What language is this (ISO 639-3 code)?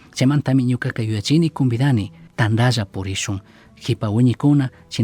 qug